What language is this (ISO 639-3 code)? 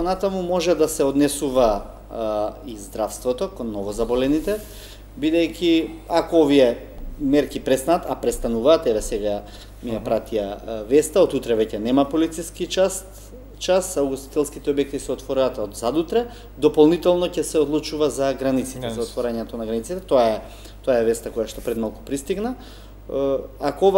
mkd